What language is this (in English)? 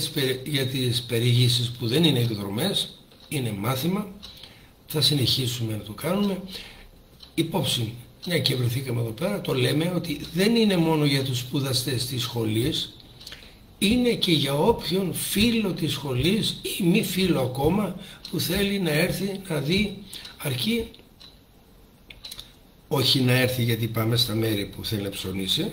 Greek